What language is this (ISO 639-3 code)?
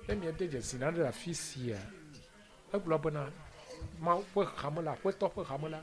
ewe